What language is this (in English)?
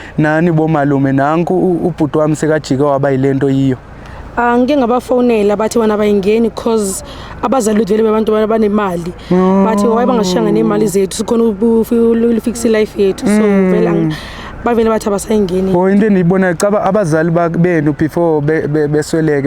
Zulu